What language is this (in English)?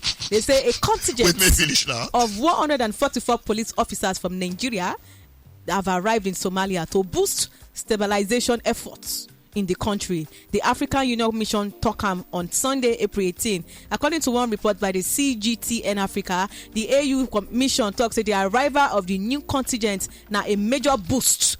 Nigerian Pidgin